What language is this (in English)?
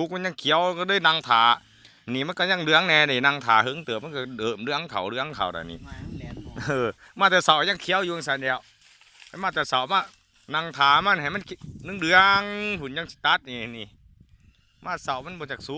Lao